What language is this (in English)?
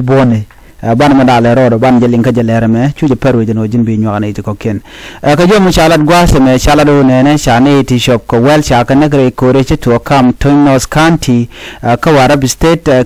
Nuer